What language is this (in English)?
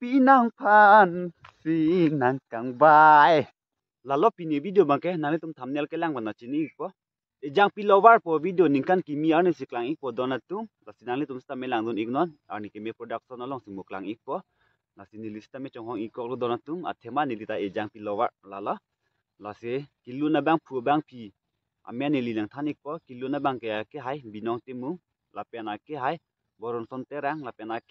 Karbi